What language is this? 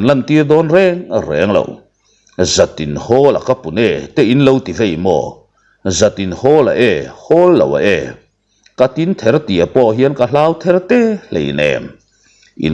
Mizo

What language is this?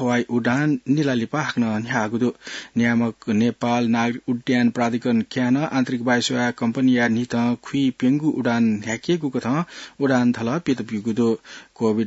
Newari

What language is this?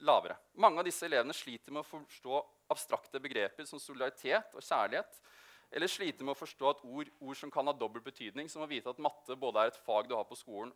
Norwegian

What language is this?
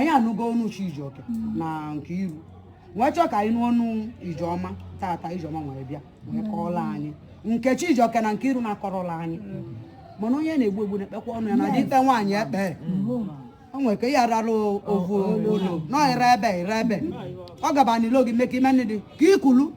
Igbo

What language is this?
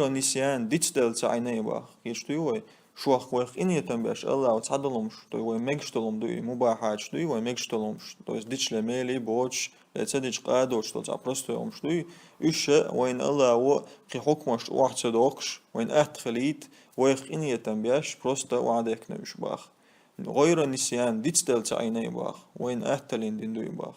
Chechen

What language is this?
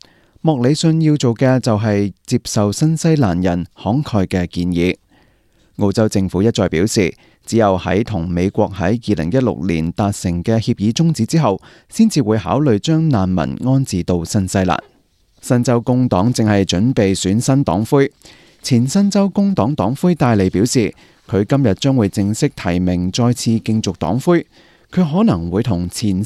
Cantonese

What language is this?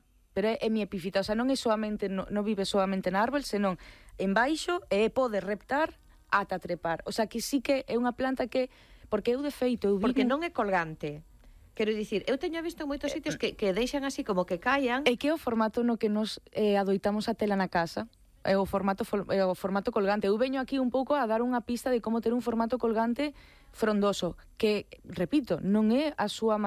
Galician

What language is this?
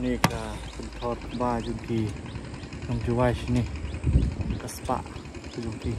Khasi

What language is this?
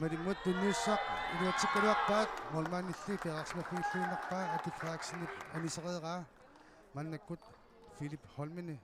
Kalaallisut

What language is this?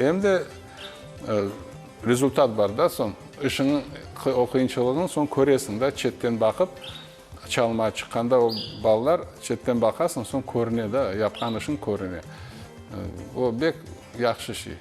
Crimean Tatar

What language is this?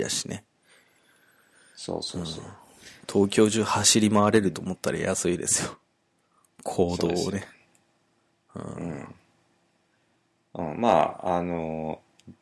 Japanese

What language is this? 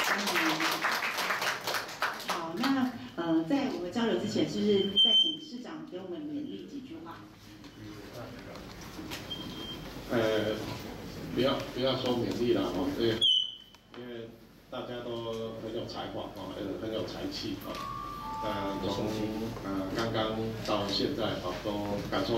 Chinese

